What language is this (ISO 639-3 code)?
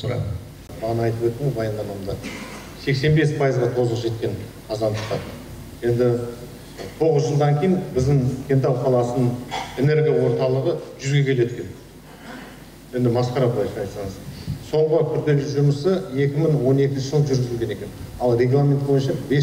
kaz